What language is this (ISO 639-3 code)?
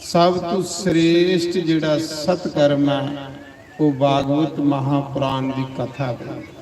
doi